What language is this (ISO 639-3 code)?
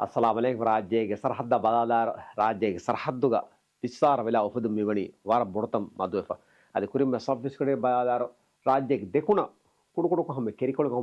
div